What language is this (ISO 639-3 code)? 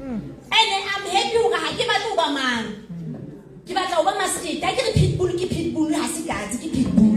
sot